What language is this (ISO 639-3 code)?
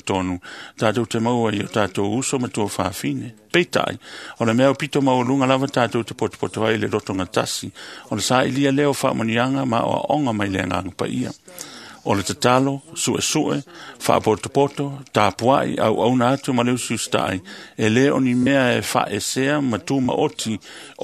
smo